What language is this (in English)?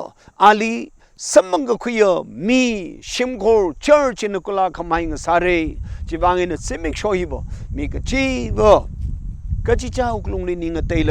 Tangkhul Naga (India)